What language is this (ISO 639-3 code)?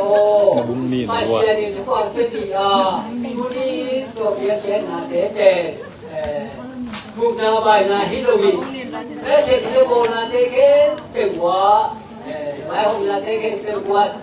ctd